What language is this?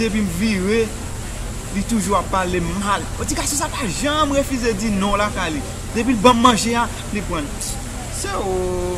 Haitian Creole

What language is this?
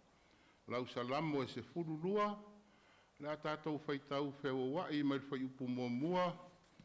Samoan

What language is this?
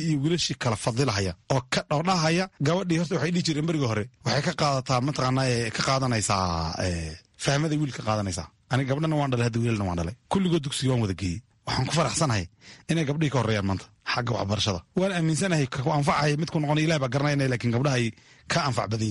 Somali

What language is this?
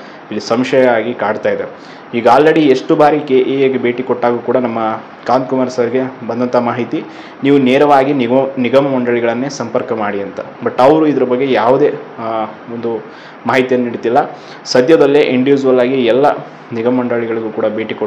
Kannada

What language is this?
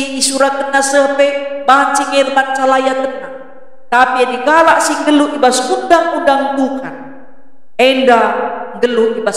Batak Karo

